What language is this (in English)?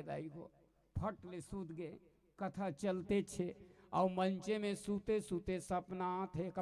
Chhattisgarhi